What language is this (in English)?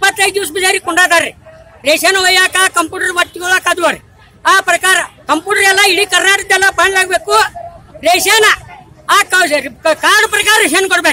Kannada